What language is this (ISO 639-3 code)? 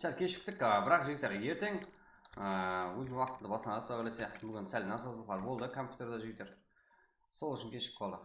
kaa